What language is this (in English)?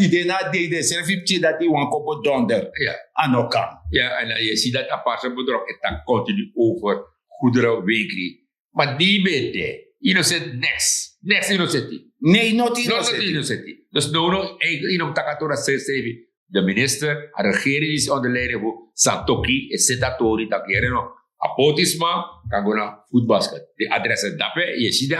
Sranan Tongo